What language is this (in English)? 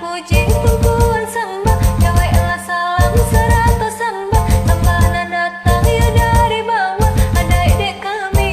Minangkabau